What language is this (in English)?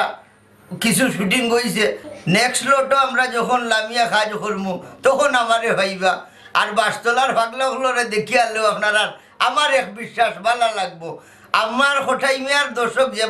Sylheti